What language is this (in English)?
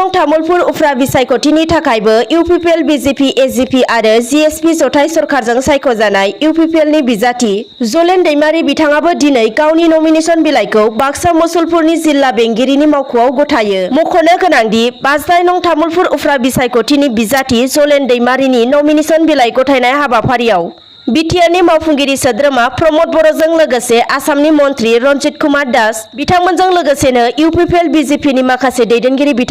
Bodo